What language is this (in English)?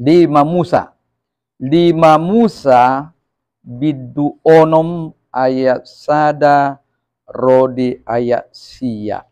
Batak Toba